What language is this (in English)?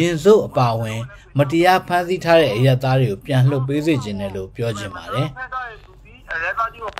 Burmese